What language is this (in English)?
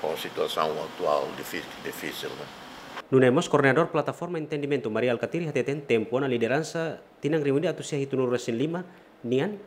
Tetum